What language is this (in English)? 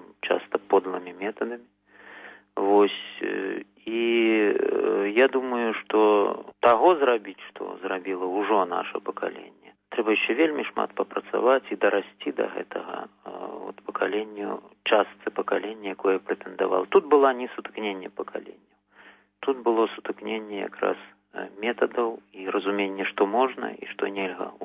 Belarusian